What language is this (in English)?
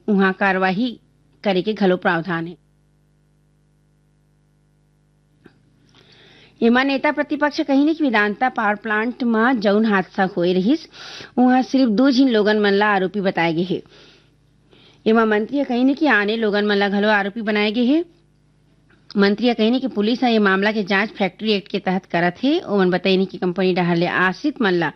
Chhattisgarhi